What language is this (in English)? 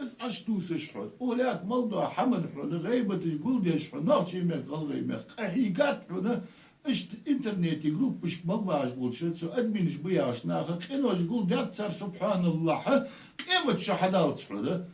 Ingush